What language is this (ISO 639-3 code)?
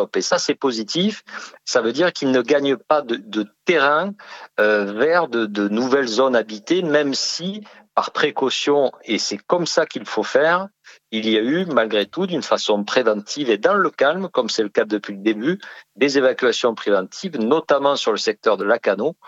fra